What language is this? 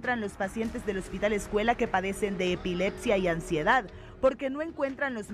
Spanish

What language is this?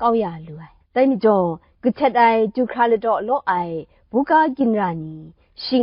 Kachin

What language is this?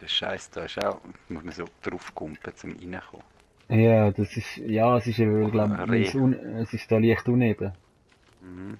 Swiss German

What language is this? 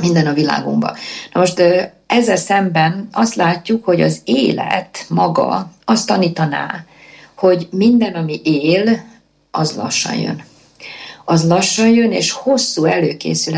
Hungarian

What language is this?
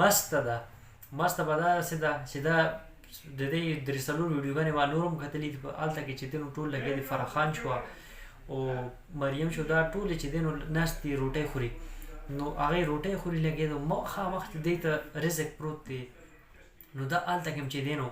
Pashto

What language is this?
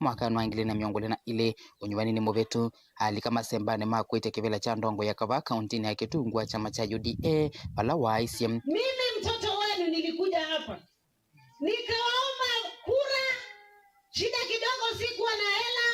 Kamba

